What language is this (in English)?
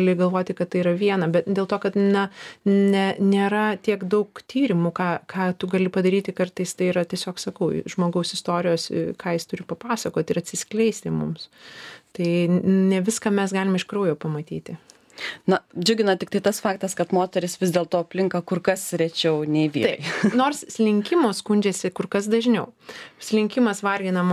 Lithuanian